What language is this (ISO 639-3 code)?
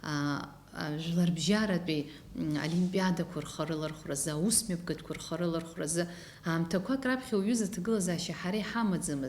abk